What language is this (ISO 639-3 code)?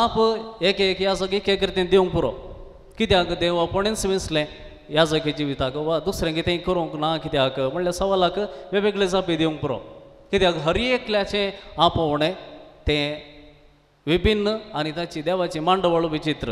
kok